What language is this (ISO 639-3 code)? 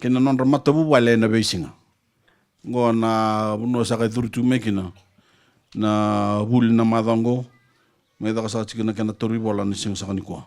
fij